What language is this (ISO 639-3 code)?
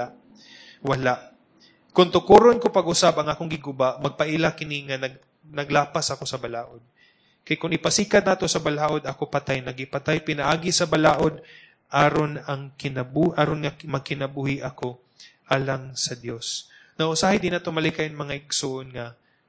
ceb